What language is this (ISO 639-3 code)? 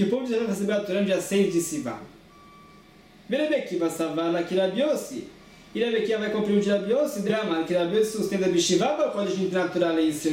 por